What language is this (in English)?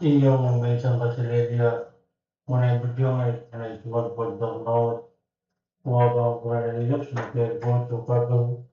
Pohnpeian